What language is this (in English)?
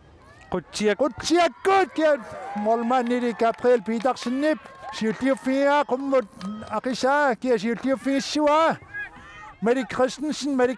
Kalaallisut